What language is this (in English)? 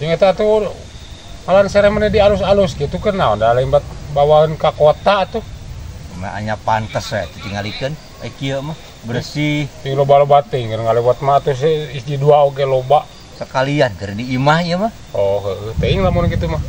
Sundanese